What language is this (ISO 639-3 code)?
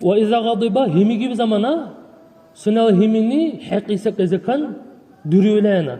dar